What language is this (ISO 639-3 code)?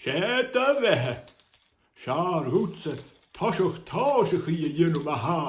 gla